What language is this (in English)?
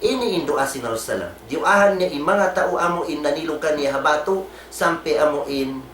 Tausug